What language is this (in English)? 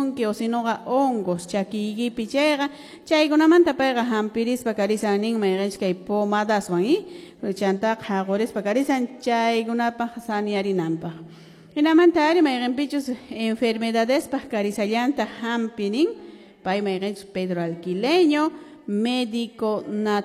Quechua